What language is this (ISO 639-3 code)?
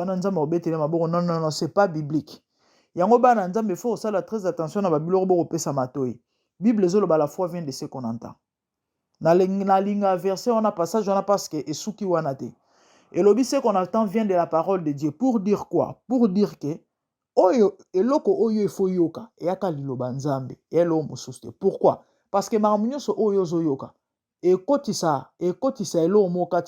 lin